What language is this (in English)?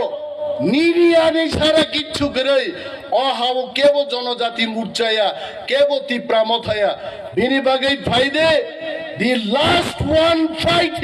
Kok Borok